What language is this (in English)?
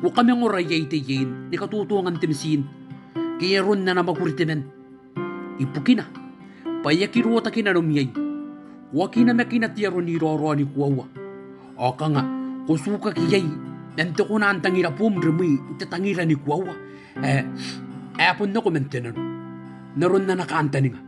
Gilbertese